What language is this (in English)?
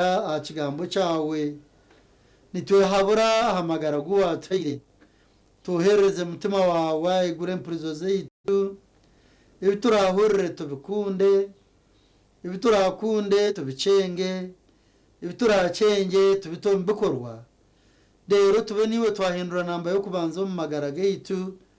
Nyankole